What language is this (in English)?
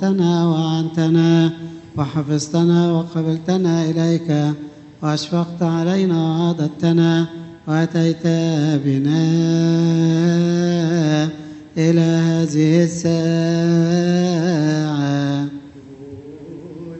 Arabic